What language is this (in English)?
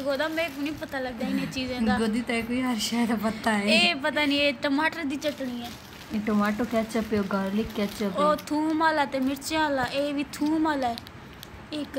Saraiki